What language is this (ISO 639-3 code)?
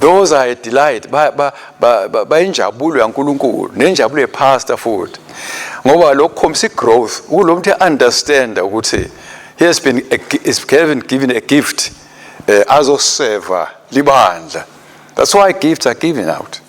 ssw